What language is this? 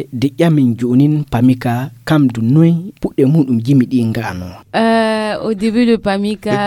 Fula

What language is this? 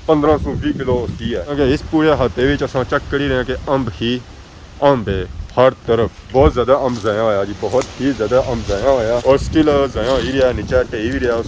Pahari-Potwari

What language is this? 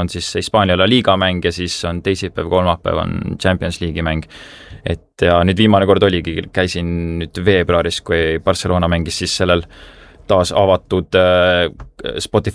Estonian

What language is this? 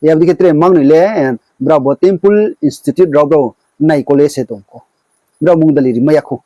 Riang (India)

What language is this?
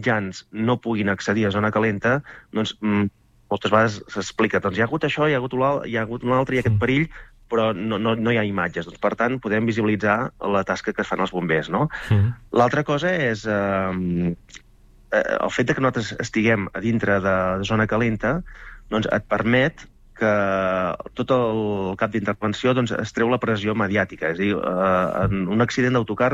Catalan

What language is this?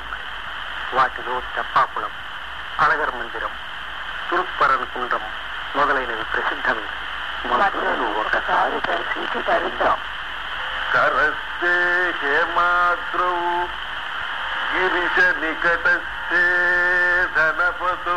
Telugu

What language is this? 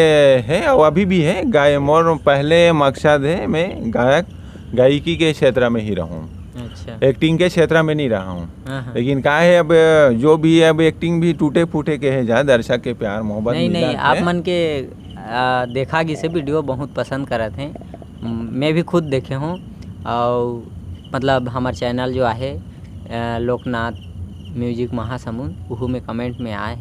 Chhattisgarhi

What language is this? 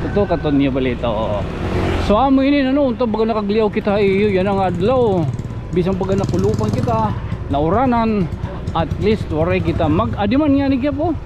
Waray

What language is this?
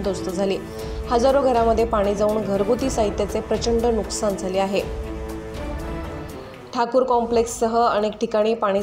Marathi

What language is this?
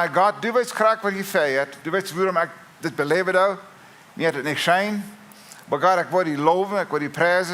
Plautdietsch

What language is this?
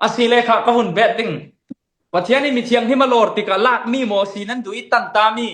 Falam Chin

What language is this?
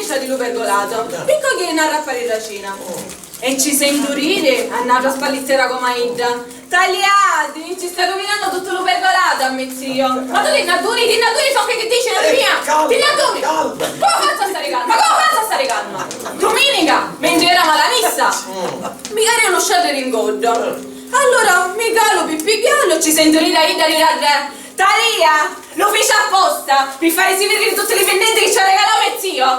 Sicilian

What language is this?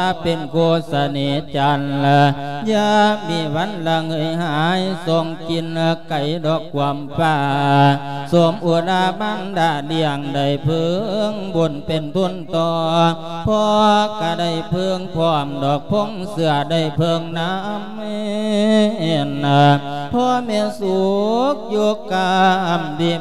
Lao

